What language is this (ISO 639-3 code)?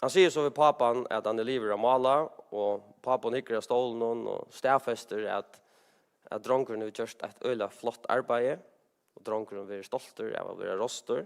fao